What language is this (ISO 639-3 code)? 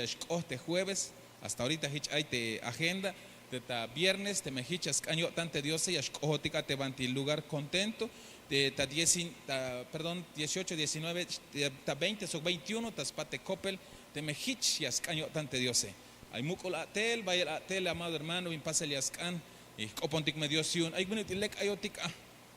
tzh